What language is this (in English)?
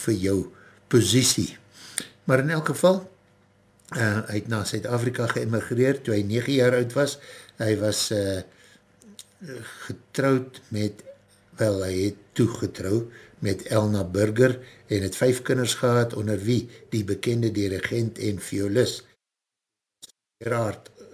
Afrikaans